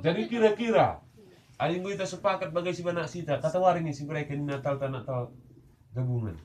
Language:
Batak Karo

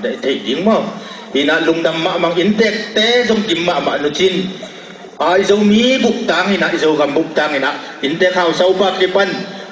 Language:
Tedim Chin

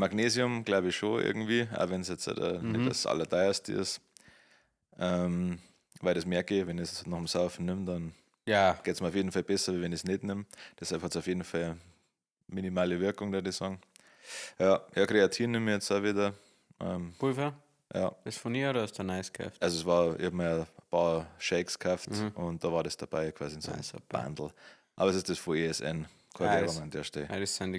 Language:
Bavarian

